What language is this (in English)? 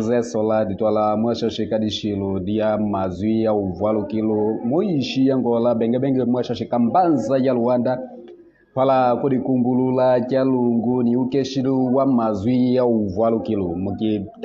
Kimbundu